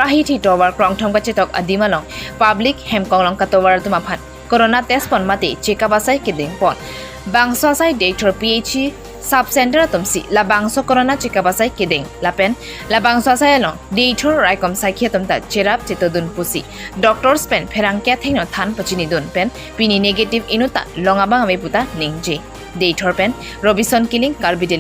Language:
Karbi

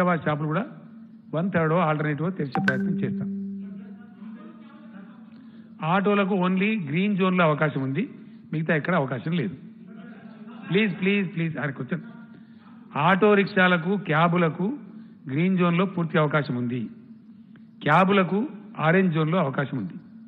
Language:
Telugu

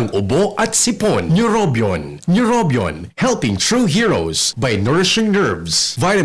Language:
Bikol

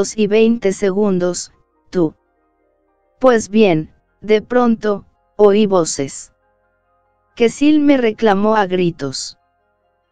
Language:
Spanish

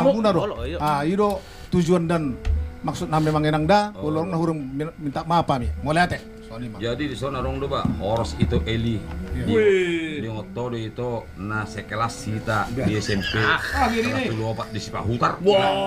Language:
Batak Toba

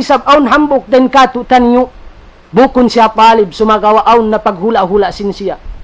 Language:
Tausug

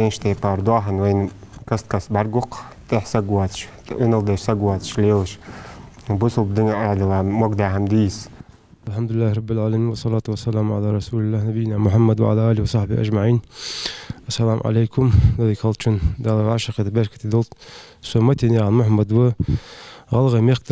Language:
Ingush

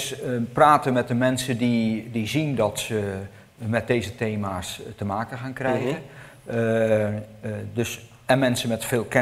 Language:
Dutch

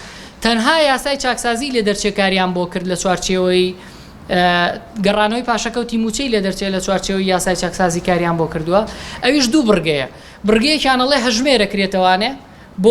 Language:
Central Kurdish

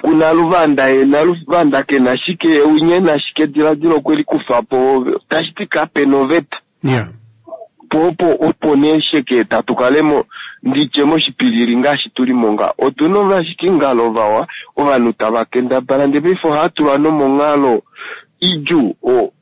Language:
Kuanyama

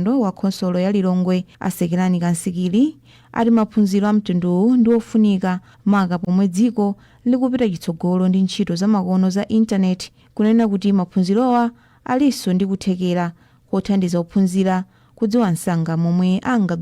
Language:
Nyanja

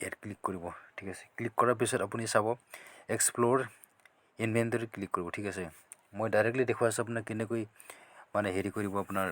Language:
Assamese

